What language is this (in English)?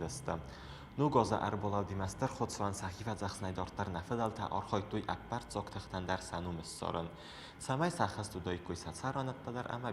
Ossetic